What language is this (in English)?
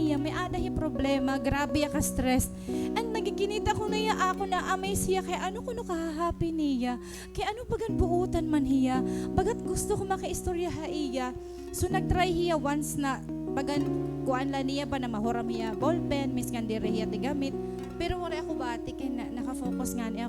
Waray